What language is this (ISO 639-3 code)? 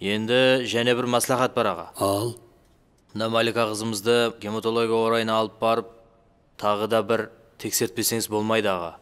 kaa